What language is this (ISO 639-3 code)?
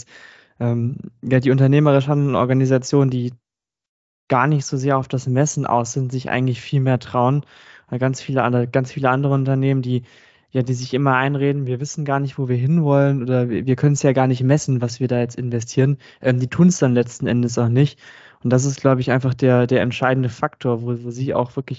deu